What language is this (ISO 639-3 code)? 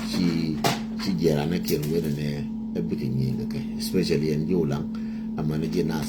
nus